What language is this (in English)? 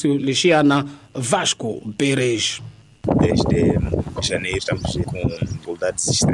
Tsonga